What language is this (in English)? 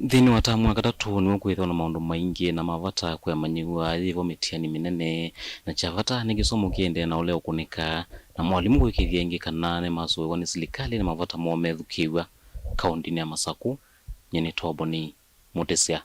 Kamba